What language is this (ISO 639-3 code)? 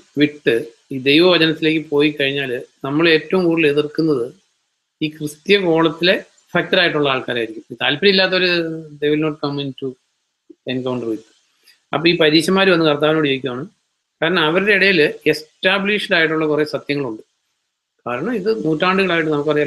mal